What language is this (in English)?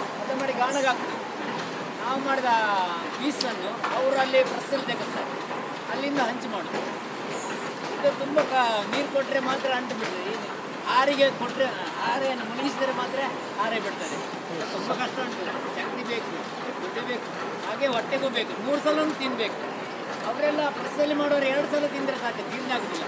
Kannada